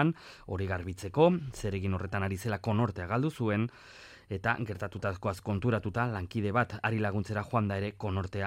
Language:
Basque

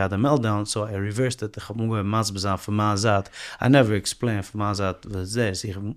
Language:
Yiddish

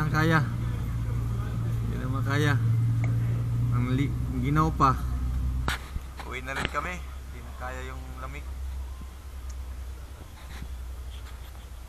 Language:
Filipino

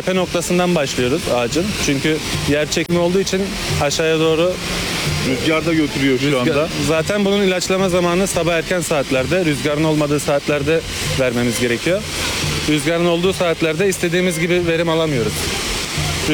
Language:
Turkish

